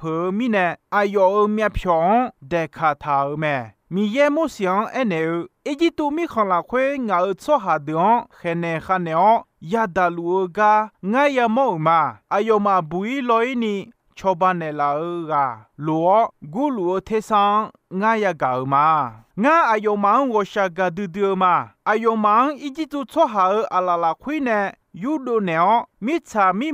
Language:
Akha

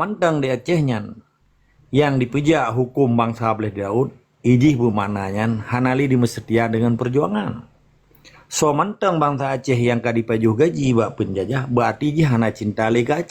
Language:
Achinese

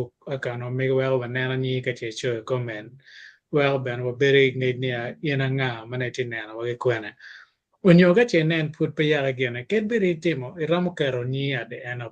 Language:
Acoli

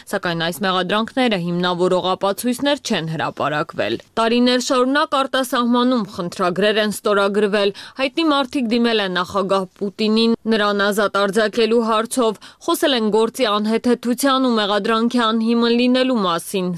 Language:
Armenian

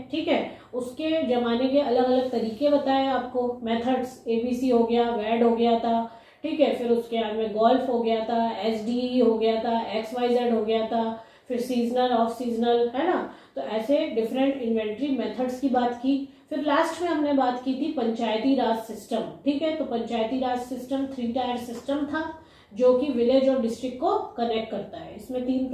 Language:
Hindi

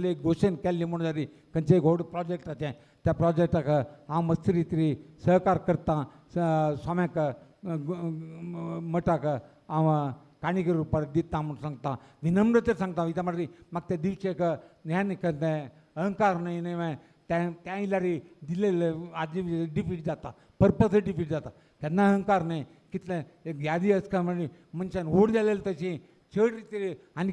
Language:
Konkani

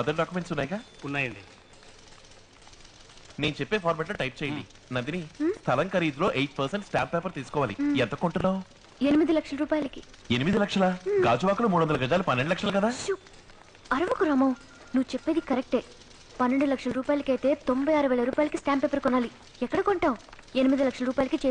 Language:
Telugu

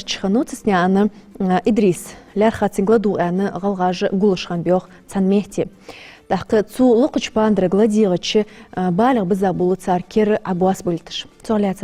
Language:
Ingush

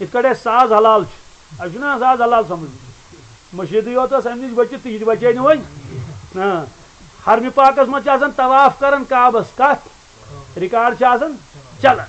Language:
Kashmiri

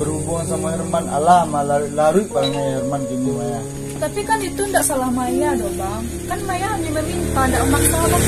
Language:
Minangkabau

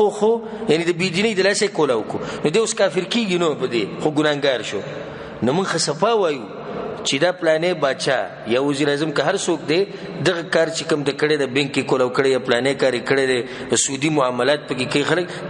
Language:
Pashto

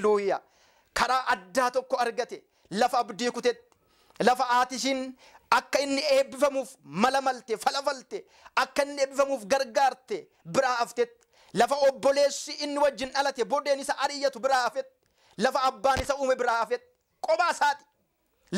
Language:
Oromo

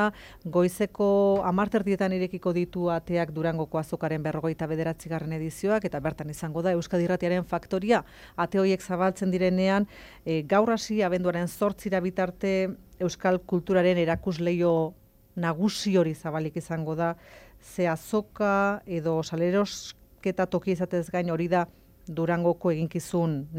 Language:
Basque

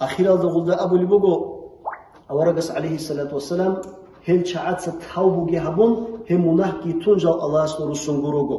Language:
Avaric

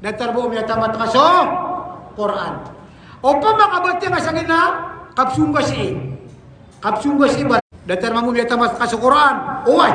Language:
Maranao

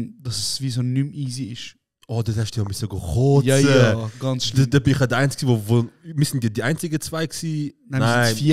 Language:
Swiss German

